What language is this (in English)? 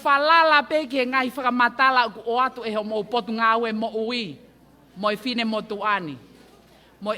Tongan